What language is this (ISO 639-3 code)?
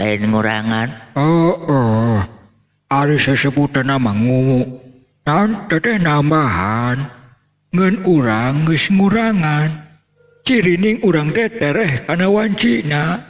sun